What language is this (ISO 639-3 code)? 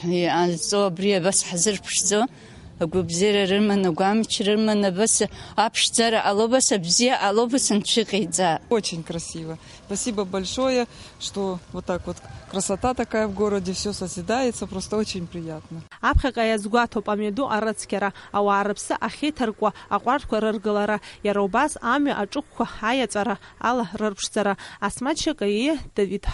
abk